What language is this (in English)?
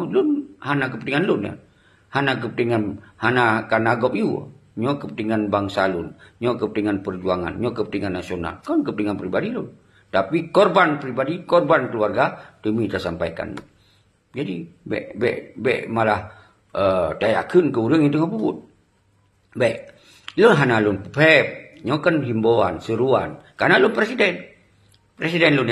Achinese